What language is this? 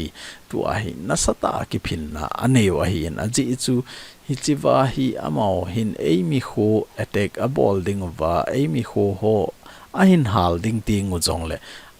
Thado Chin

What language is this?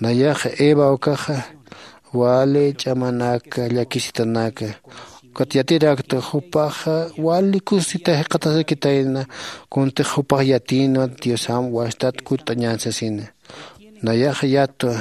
Aymara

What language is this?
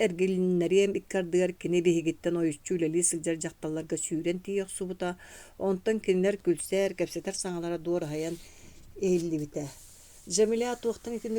Yakut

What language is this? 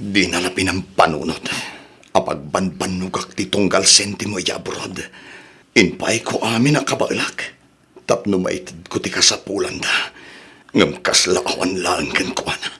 Iloko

